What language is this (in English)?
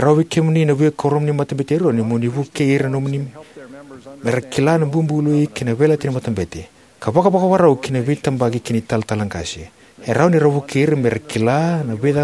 Fijian